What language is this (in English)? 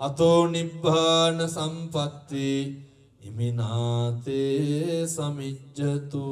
Sinhala